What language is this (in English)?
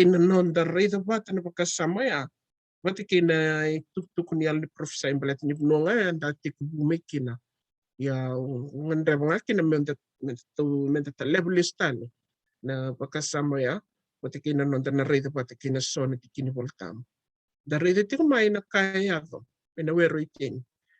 Fijian